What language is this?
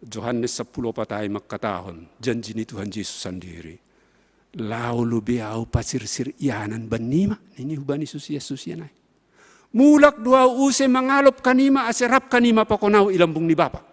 Batak Simalungun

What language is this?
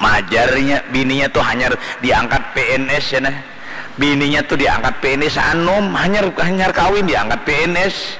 Banjar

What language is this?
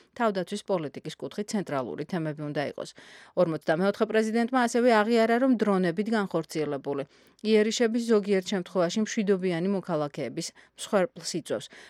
Georgian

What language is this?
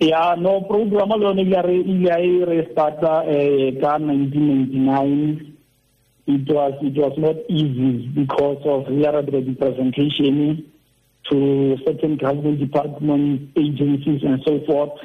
Tswana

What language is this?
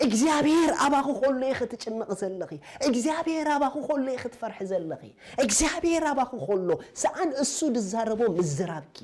Tigrinya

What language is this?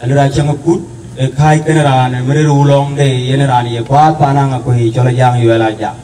Dinka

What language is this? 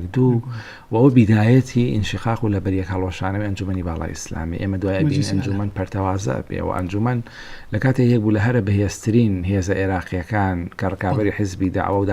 Central Kurdish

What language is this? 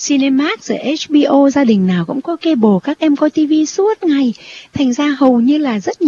Vietnamese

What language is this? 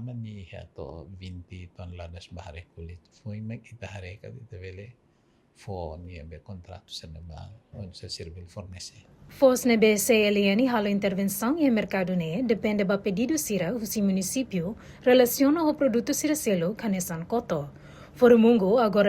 Tetum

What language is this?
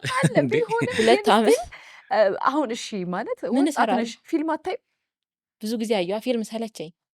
Amharic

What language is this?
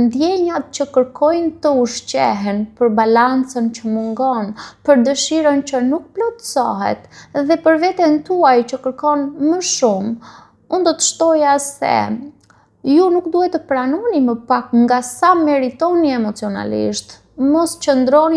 Albanian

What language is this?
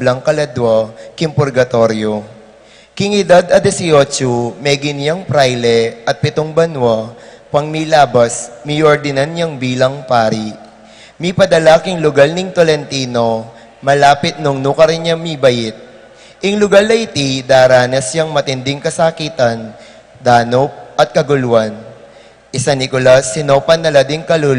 Pampanga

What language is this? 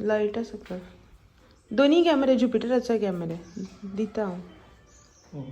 Konkani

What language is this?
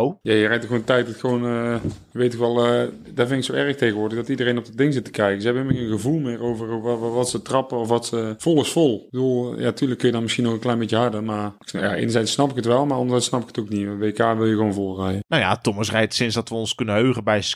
Dutch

